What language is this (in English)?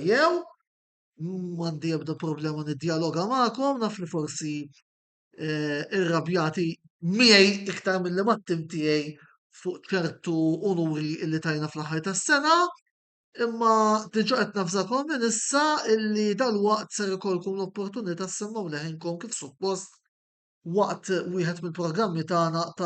Maltese